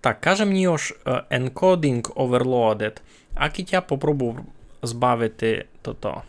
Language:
Rusyn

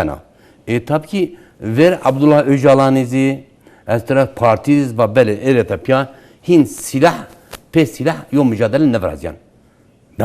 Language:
Zaza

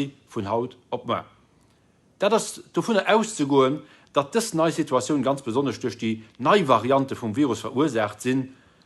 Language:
Luxembourgish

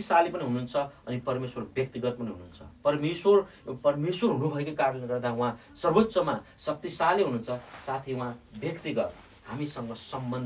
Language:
Nepali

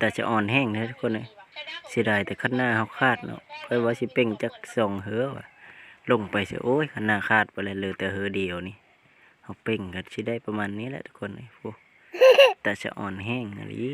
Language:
Lao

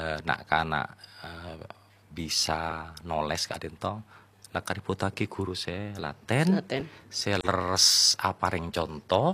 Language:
Madurese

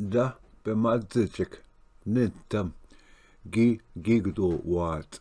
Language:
Ojibwa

